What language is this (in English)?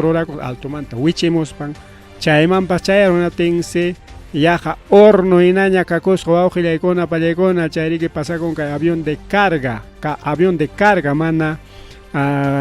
Ayacucho Quechua